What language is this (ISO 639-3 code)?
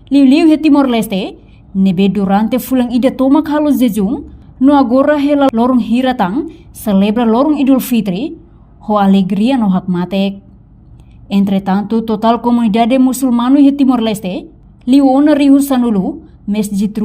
tet